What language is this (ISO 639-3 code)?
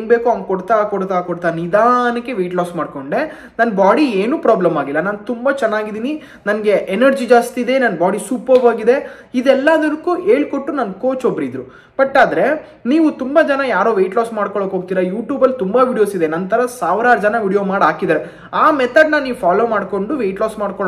kan